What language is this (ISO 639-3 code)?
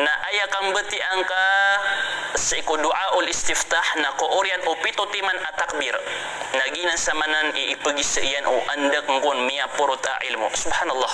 mrw